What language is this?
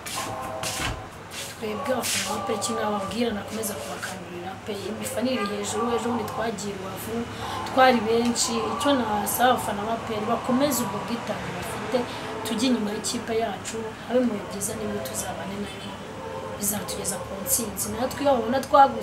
Kinyarwanda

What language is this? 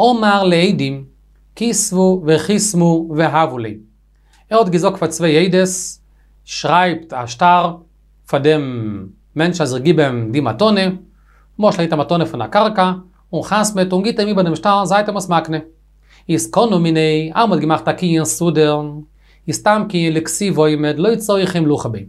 Yiddish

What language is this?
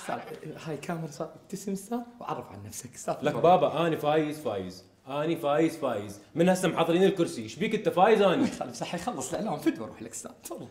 Mesopotamian Arabic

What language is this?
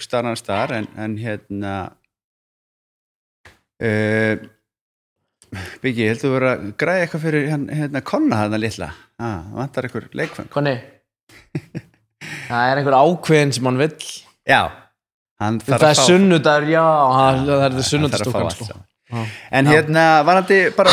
Icelandic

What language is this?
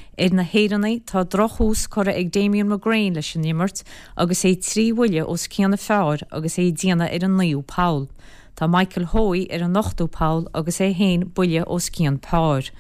Irish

